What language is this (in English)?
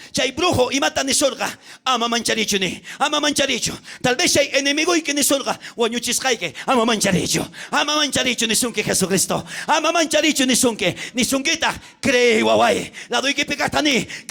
South Bolivian Quechua